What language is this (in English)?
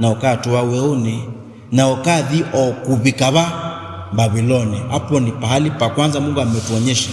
Kamba